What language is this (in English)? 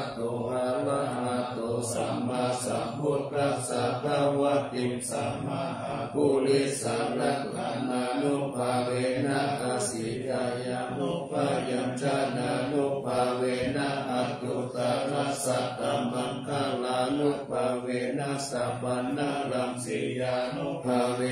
Pali